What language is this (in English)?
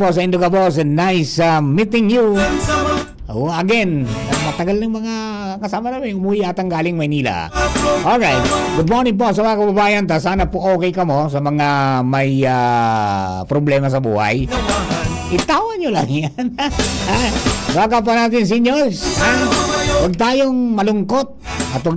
Bikol